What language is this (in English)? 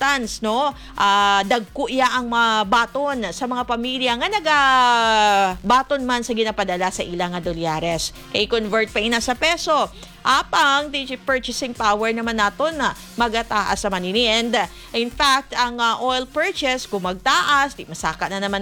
Hiligaynon